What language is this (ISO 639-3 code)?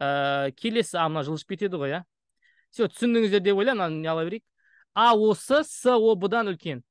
kaz